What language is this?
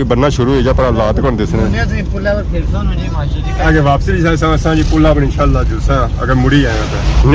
Pahari-Potwari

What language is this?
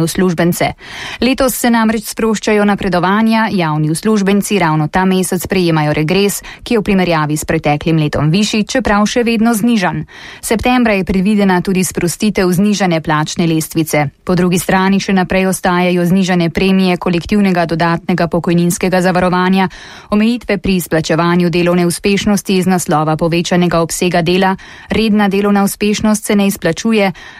Slovenian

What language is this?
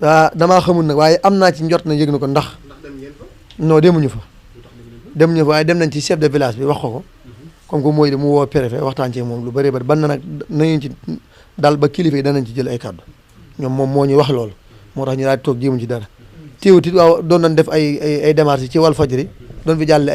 Wolof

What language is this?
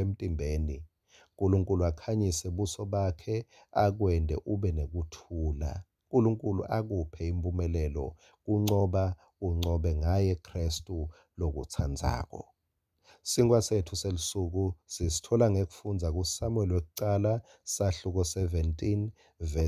Swati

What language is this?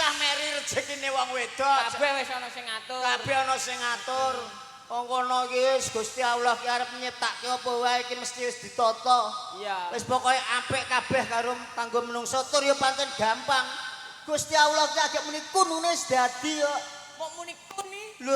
Javanese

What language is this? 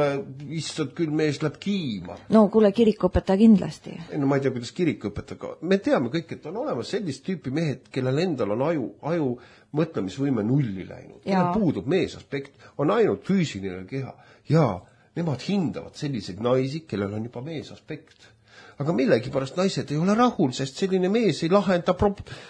Estonian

